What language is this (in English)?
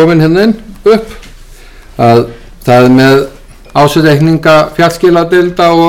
Icelandic